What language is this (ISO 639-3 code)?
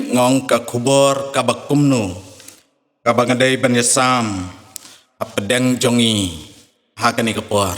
kha